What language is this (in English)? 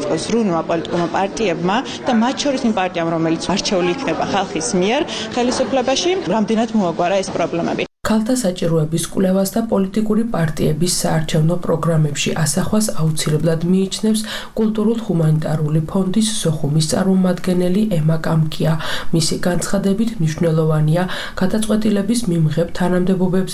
Georgian